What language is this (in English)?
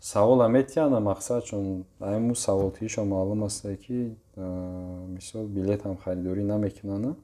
Tajik